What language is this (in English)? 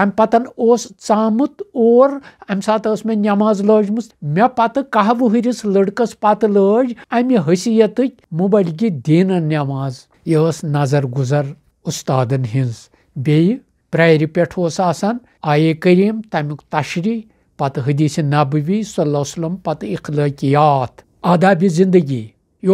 Kashmiri